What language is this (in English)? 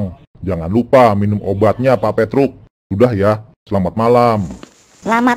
Betawi